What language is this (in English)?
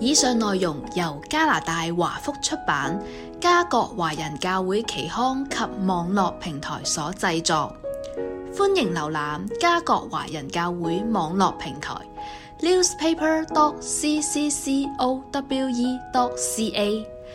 Cantonese